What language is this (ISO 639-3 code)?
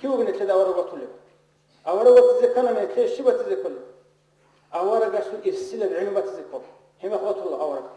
ava